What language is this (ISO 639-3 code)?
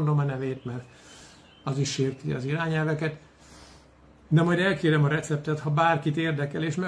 hun